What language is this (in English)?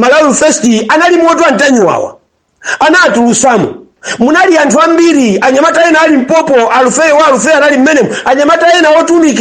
Nyanja